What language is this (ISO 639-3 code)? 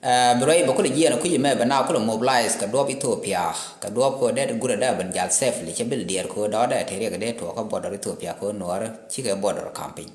nus